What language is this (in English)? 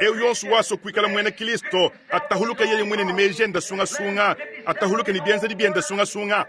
Luba-Lulua